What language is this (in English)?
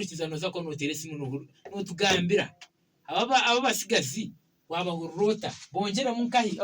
Nyankole